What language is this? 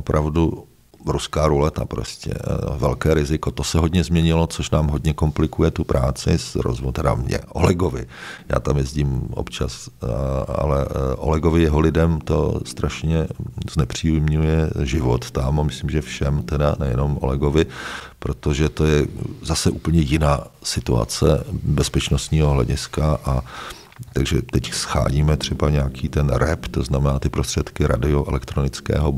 Czech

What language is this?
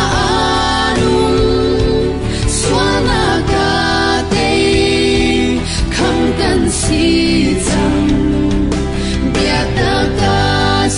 Falam Chin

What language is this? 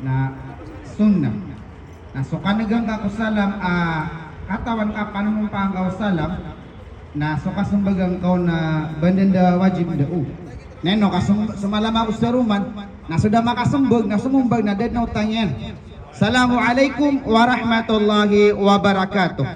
Maranao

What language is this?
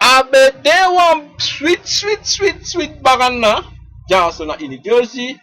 Sranan Tongo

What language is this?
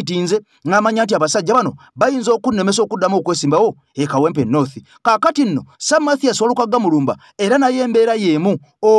Ganda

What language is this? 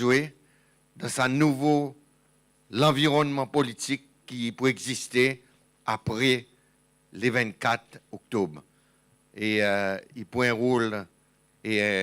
Seselwa Creole French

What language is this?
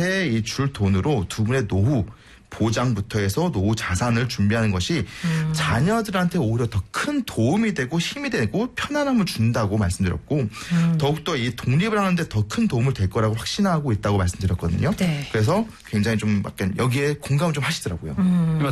Korean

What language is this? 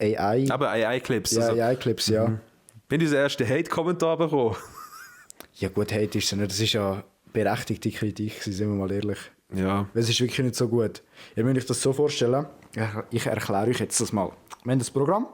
Swiss German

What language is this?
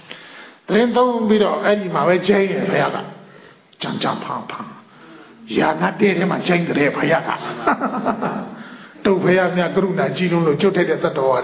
Burmese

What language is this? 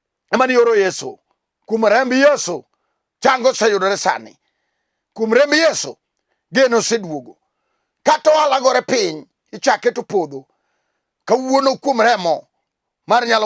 Luo (Kenya and Tanzania)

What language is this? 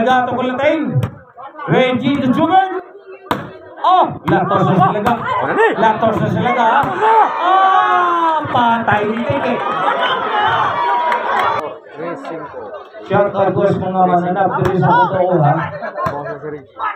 Filipino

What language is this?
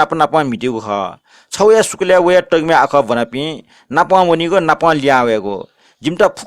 Newari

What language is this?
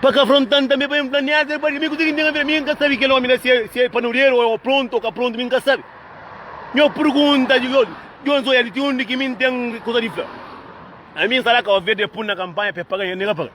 Kabuverdianu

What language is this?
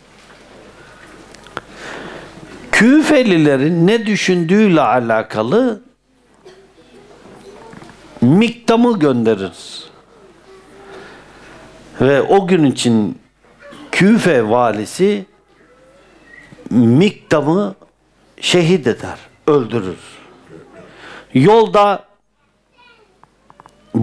Turkish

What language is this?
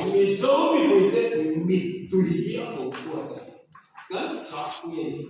Mizo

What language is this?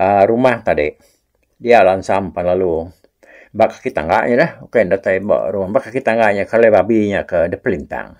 Iban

